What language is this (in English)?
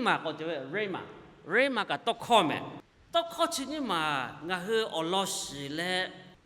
Lahu